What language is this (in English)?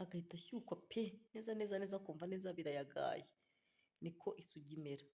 Kinyarwanda